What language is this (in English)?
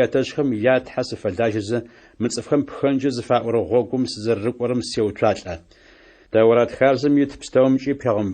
Adyghe